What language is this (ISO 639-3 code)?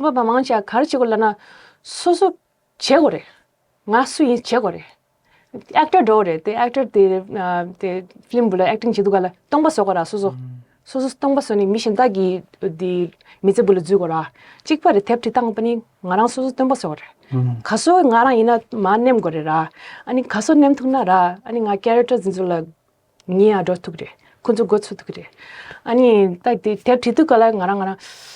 bod